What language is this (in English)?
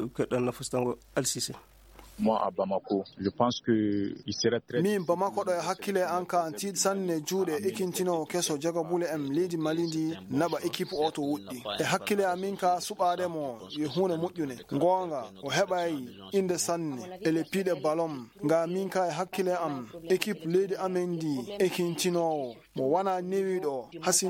Fula